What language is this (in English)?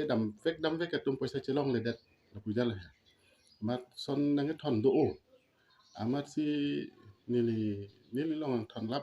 Karbi